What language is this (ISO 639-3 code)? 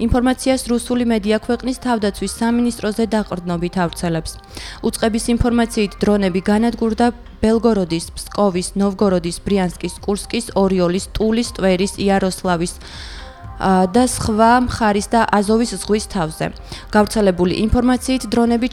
kat